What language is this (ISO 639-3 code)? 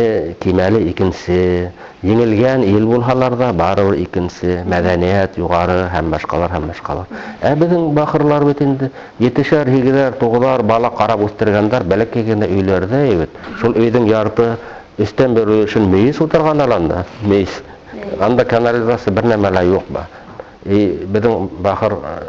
bak